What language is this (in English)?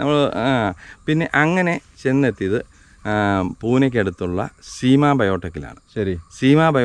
Malayalam